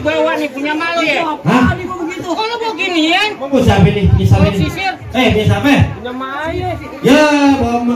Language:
Betawi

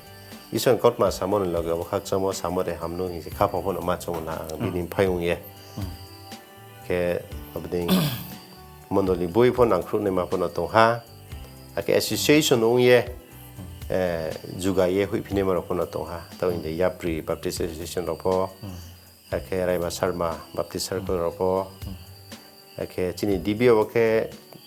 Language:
Riang (India)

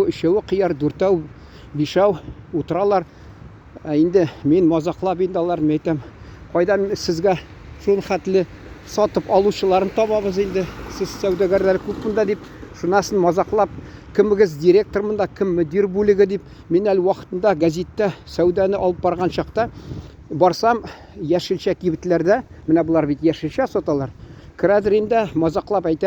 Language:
Tatar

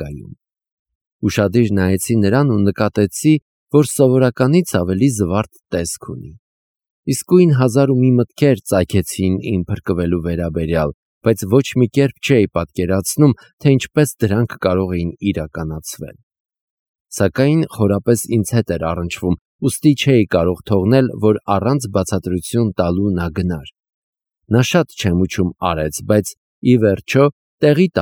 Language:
Armenian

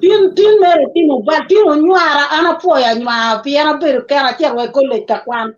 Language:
Acoli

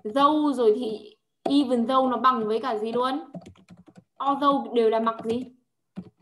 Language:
Vietnamese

